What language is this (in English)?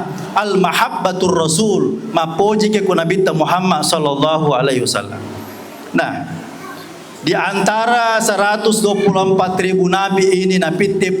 Buginese